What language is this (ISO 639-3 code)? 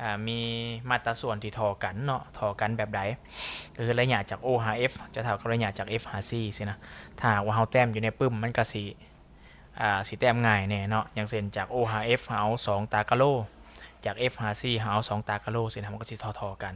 lao